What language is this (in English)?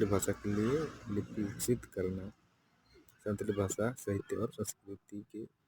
Santali